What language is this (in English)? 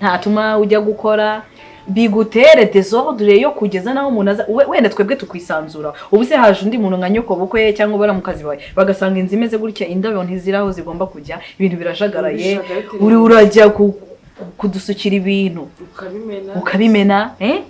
Kinyarwanda